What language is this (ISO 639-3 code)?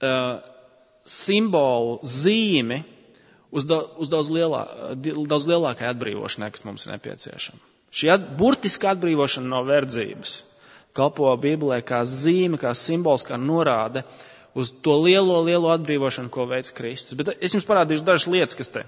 lav